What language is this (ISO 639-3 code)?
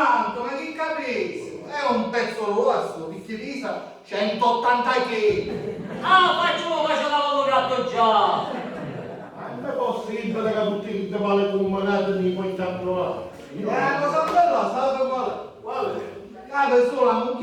scn